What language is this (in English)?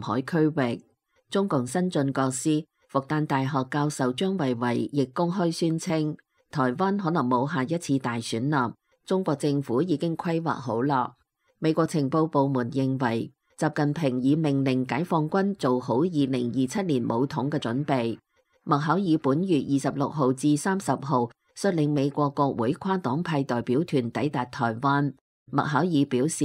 Cantonese